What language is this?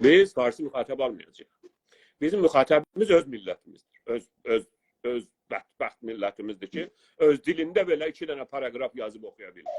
South Azerbaijani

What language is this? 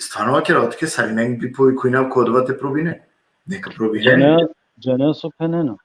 Balkan Romani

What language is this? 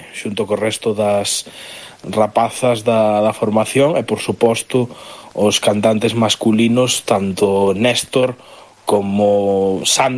Galician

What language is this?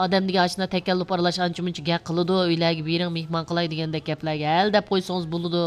Uyghur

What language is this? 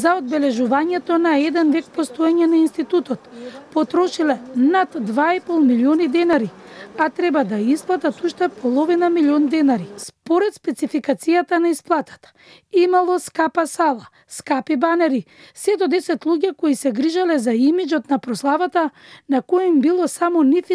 Macedonian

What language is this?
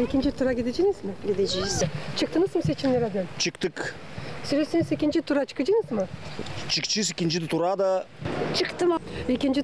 Gagauz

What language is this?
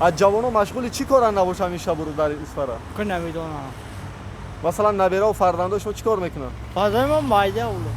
Tajik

